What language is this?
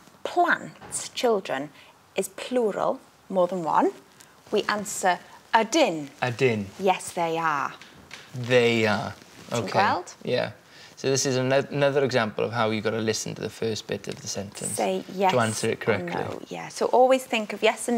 Welsh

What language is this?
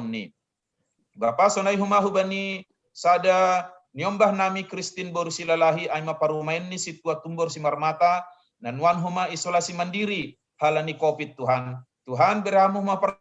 Batak Simalungun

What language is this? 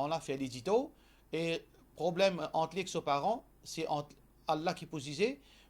Morisyen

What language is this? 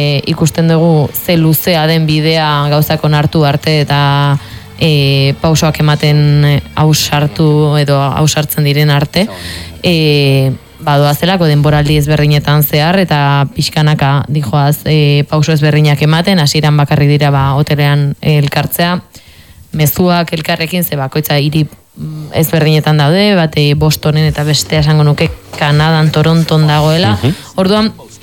Basque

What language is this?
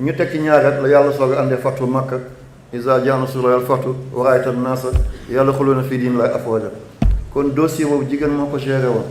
Wolof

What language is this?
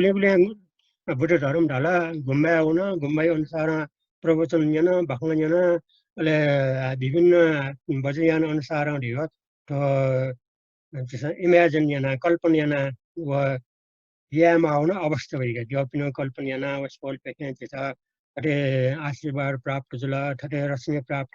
Newari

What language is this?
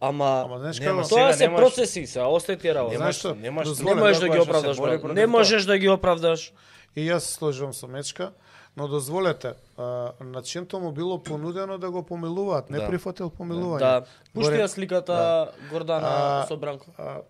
Macedonian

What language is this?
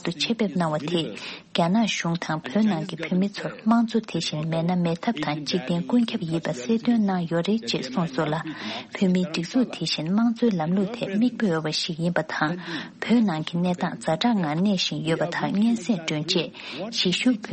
Tibetan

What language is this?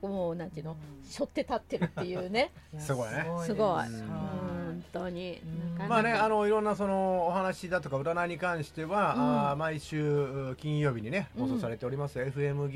Japanese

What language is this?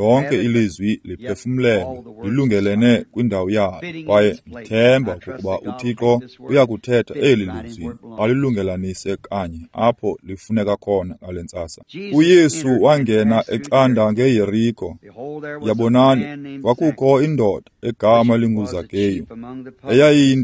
Xhosa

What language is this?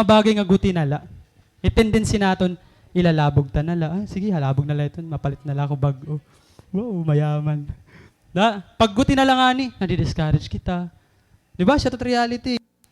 Waray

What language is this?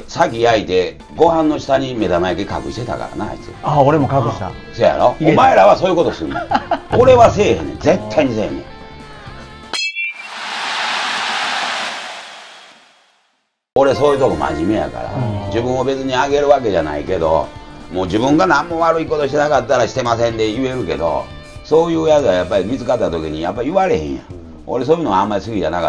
Japanese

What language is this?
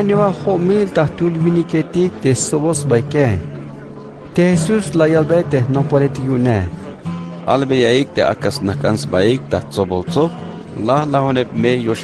Tzeltal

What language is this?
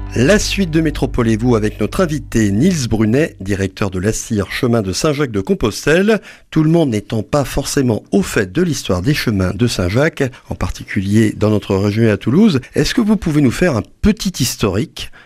French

